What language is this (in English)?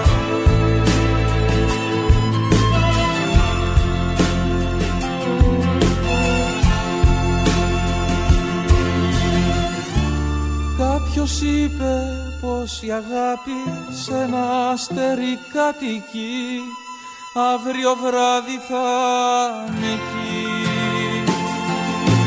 Greek